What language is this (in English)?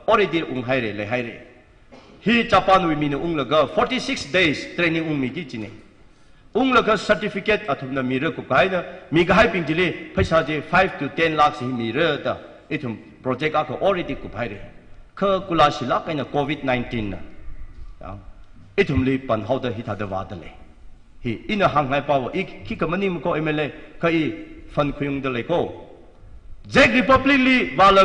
Tangkhul Naga (India)